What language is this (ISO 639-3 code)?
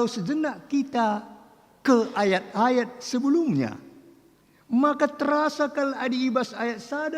btx